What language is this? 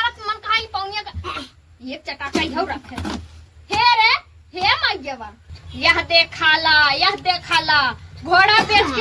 Awadhi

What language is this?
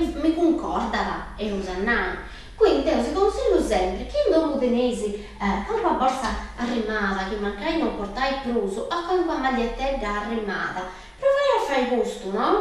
Sardinian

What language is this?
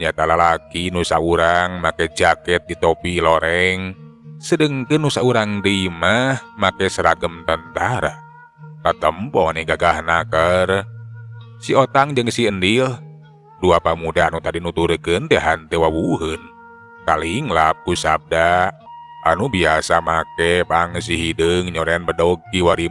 Sundanese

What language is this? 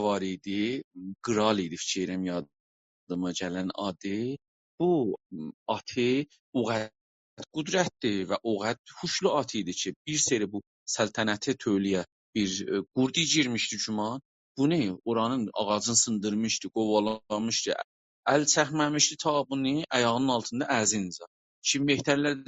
South Azerbaijani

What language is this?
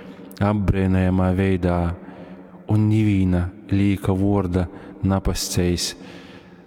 Latgalian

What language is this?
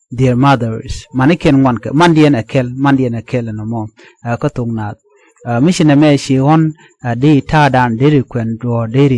Nuer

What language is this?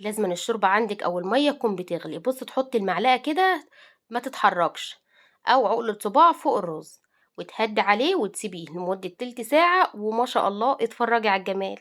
Egyptian Arabic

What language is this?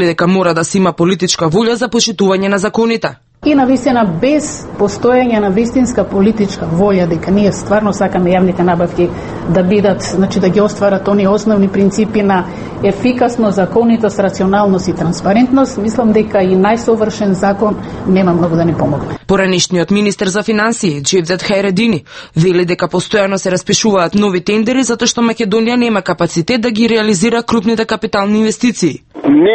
Macedonian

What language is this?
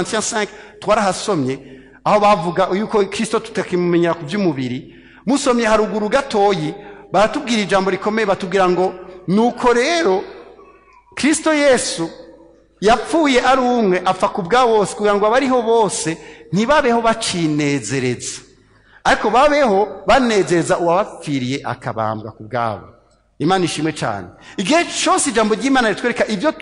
Rundi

